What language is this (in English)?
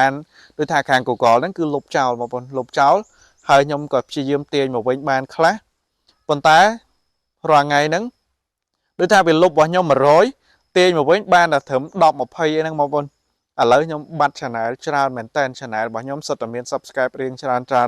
Khmer